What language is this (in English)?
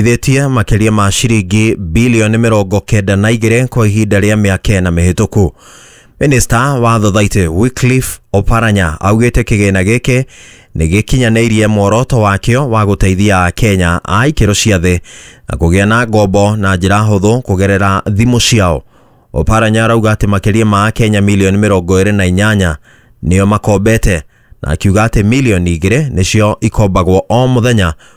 Kikuyu